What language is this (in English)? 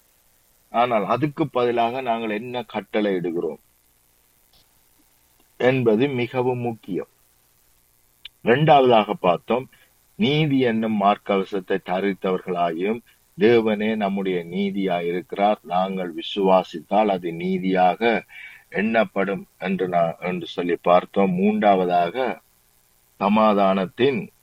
Tamil